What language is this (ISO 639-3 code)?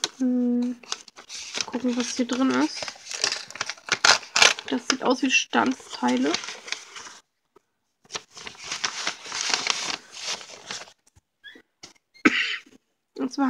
deu